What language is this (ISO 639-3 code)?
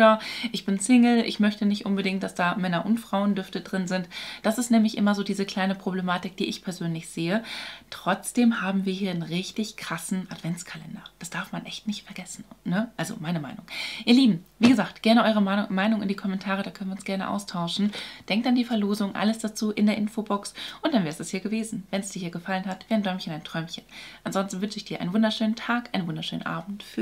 deu